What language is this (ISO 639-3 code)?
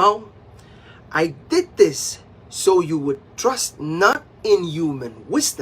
pon